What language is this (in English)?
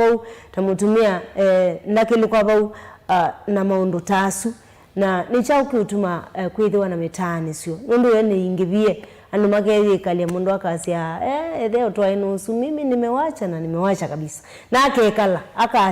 Kamba